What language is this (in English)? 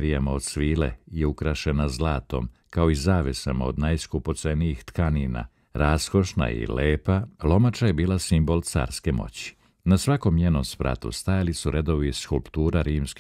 Serbian